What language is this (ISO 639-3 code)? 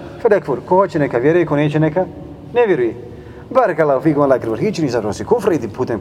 bos